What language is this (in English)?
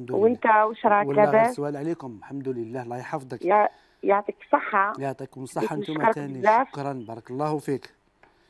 Algerian Arabic